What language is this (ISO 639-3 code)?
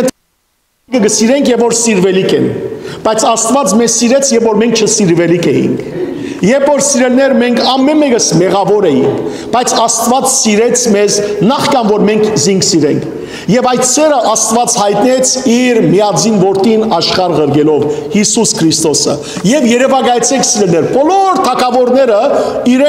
hyw